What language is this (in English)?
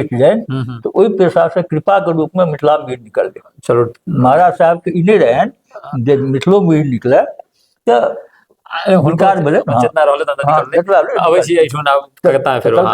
Maithili